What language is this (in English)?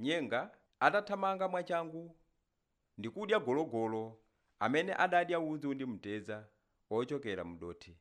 Nyanja